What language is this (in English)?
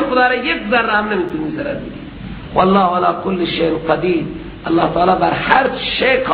Persian